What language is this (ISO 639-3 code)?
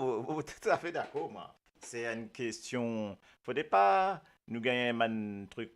mfe